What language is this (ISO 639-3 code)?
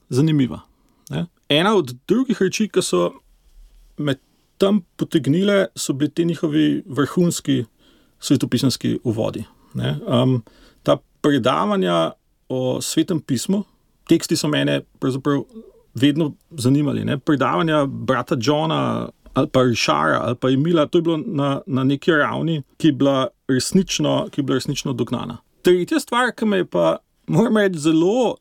slv